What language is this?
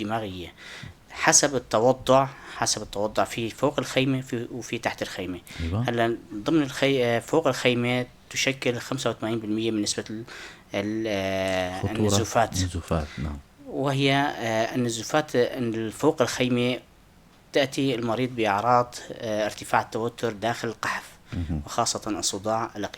North Levantine Arabic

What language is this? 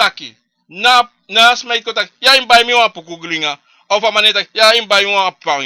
Sranan Tongo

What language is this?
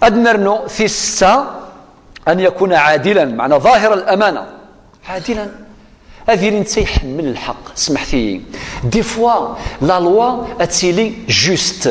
Kabyle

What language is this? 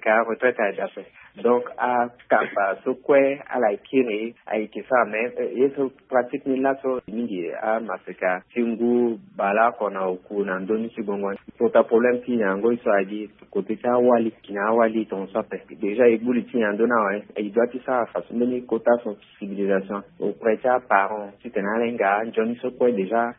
Sango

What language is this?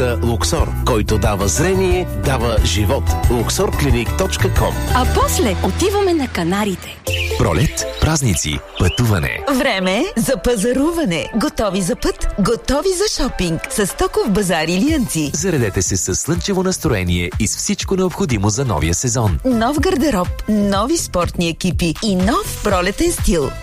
Bulgarian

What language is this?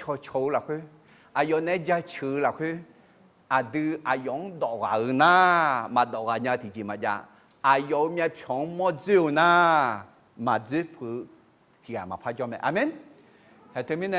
Akha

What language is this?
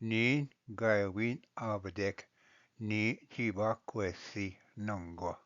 Ojibwa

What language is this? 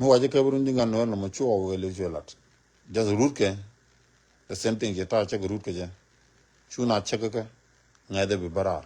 Nuer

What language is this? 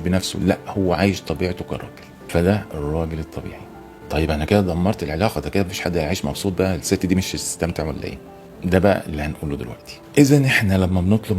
Egyptian Arabic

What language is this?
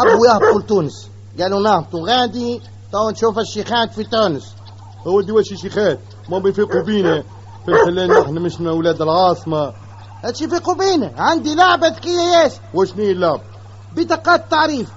Tunisian Arabic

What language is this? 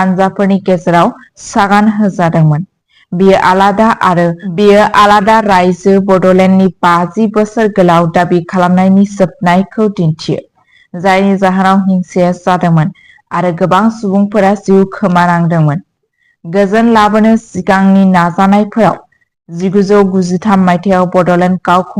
Bodo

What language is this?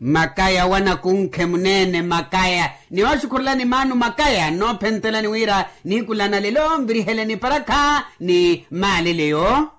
Makhuwa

